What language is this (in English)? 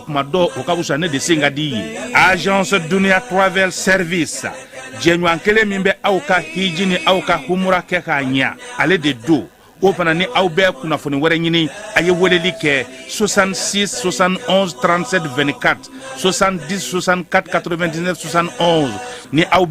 Bambara